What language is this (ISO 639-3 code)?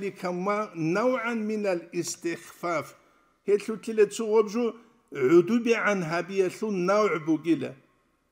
ava